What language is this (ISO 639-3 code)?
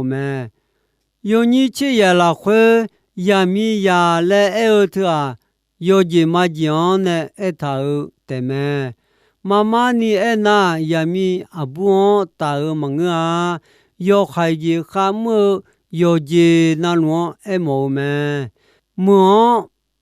ahk